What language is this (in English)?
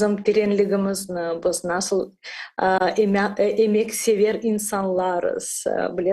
Crimean Tatar